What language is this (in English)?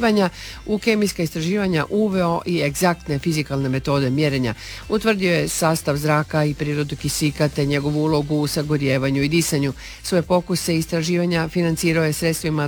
Croatian